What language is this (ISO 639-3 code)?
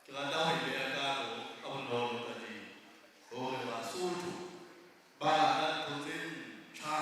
sot